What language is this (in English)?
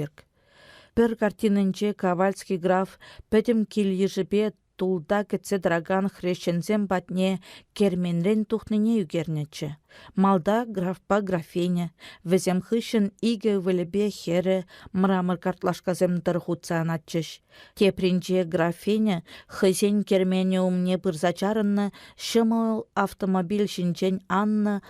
Chuvash